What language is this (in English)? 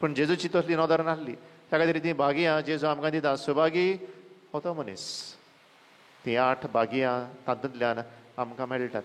Konkani